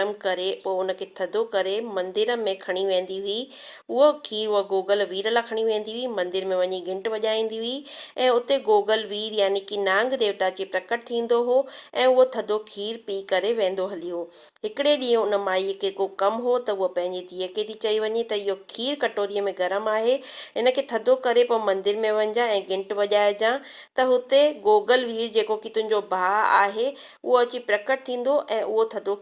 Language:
Sindhi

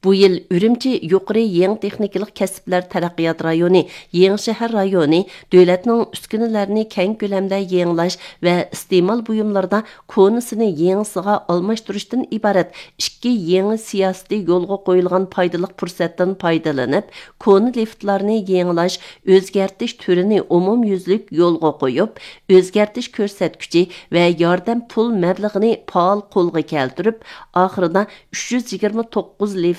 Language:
Uyghur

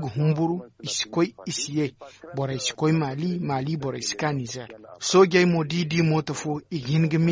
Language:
Zarma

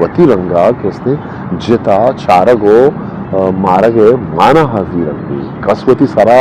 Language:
Eastern Balochi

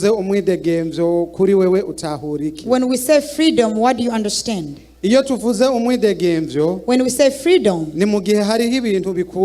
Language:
Rundi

